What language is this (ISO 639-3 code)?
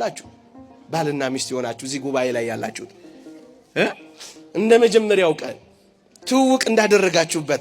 amh